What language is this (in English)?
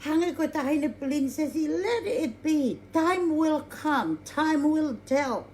Tongan